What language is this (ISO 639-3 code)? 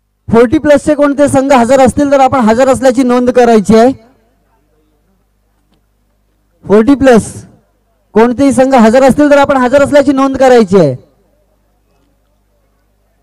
mar